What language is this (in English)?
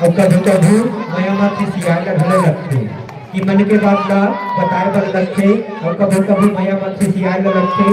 Chhattisgarhi